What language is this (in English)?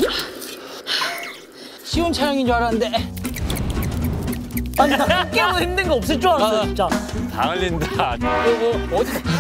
Korean